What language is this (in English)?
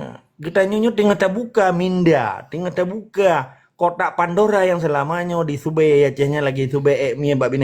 Achinese